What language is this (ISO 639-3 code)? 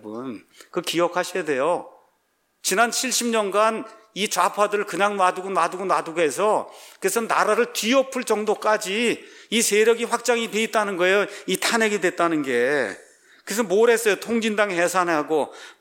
kor